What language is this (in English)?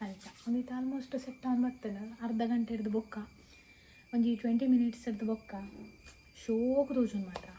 Tulu